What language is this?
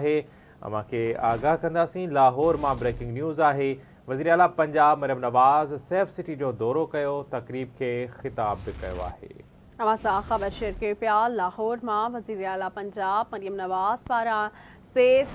Sindhi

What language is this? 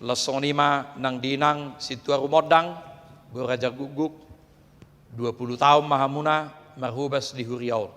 Batak Toba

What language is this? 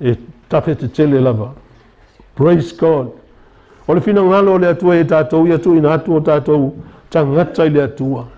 Samoan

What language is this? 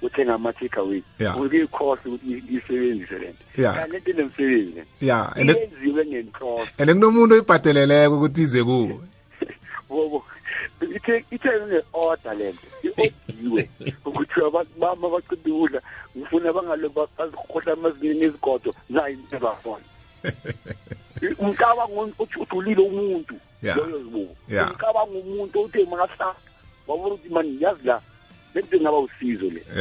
South Ndebele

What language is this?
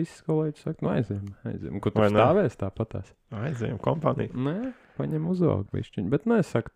Latvian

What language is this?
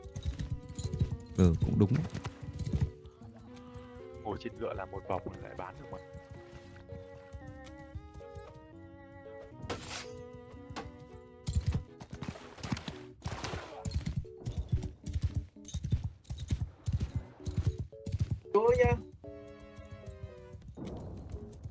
Vietnamese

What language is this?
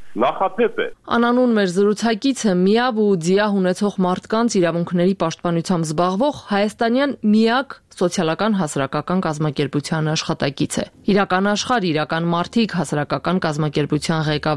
Armenian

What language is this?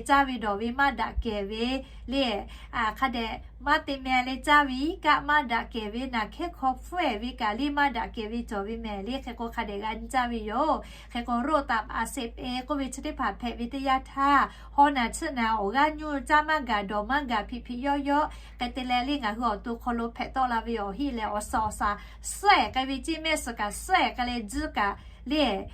Lahu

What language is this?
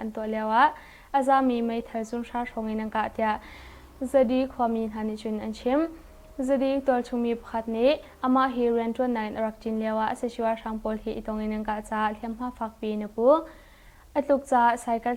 Hakha Chin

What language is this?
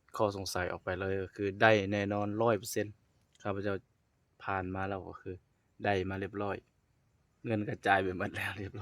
Lao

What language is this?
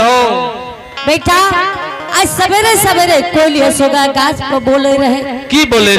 Angika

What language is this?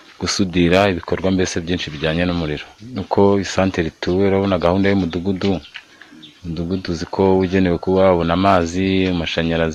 Kinyarwanda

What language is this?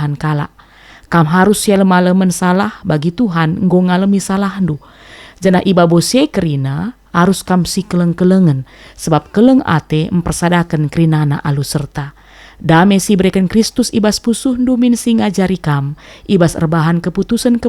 Batak Karo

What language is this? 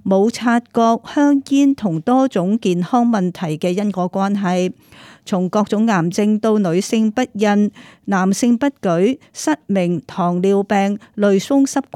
Cantonese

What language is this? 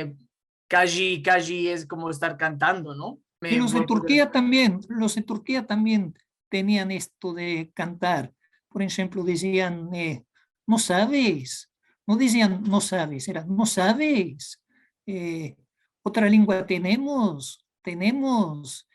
Ladino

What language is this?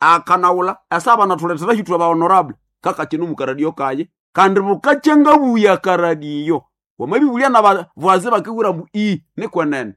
Nande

